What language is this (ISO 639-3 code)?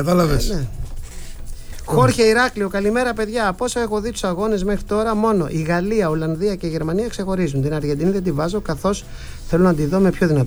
ell